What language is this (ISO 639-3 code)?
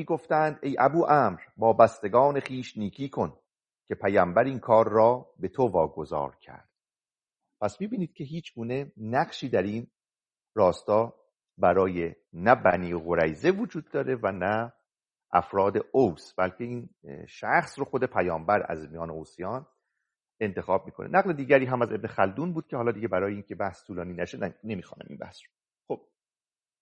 fas